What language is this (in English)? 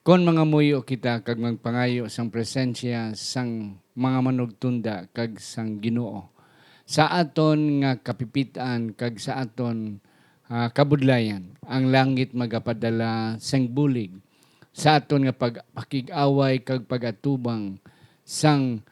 Hiligaynon